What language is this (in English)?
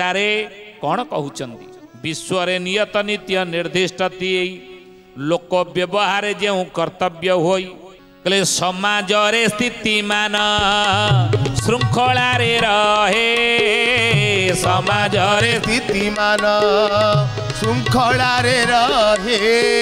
Odia